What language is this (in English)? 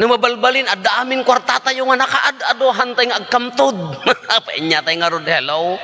Iloko